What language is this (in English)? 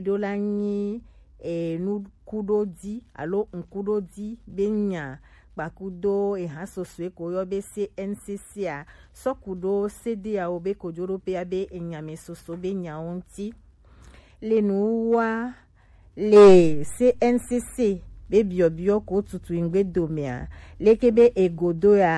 Gen